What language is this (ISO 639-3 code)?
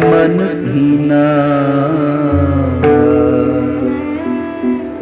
hin